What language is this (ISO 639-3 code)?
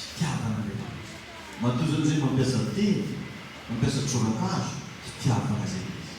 mlg